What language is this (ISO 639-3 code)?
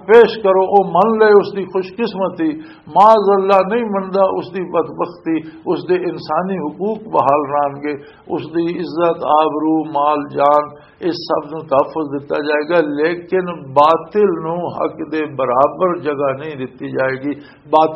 lah